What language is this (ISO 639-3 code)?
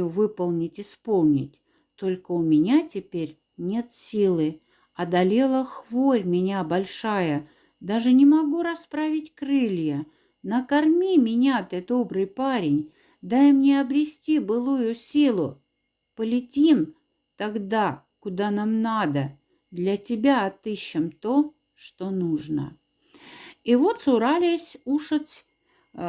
mdf